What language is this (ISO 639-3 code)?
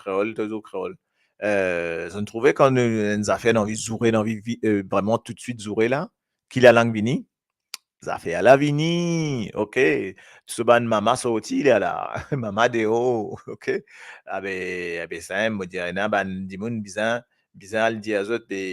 mfe